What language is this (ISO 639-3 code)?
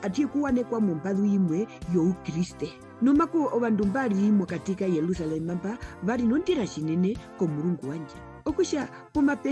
her